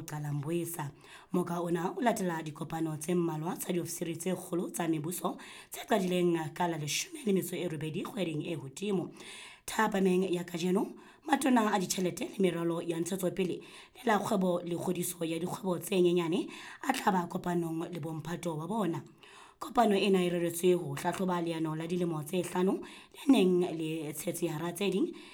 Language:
Southern Sotho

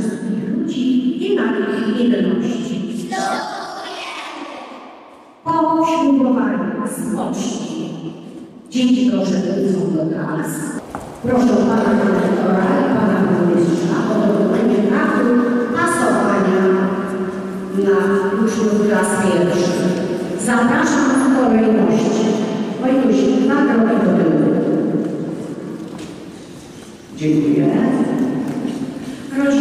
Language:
Polish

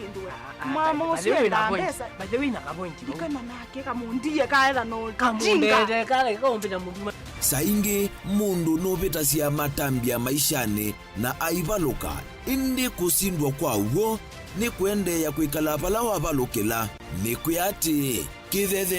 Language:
Kamba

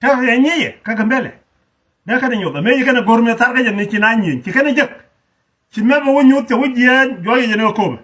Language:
Nuer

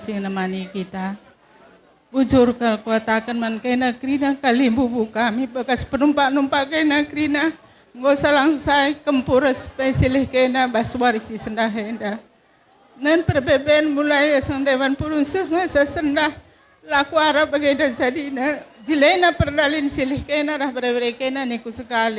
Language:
Batak Karo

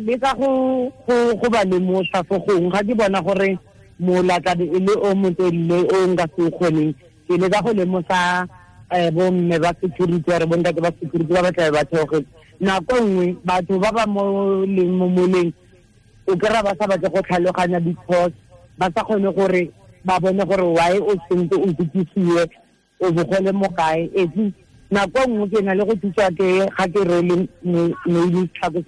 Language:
Tswana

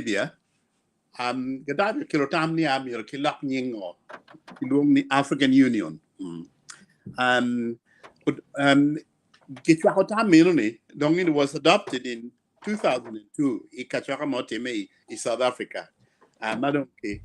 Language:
Acoli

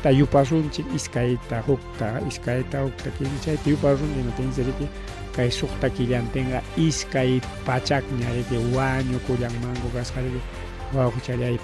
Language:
Ayacucho Quechua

